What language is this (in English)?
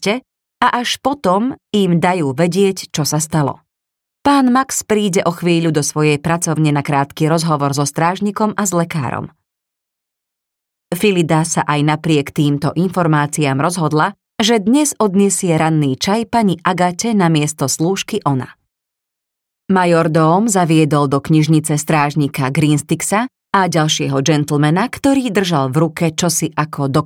Slovak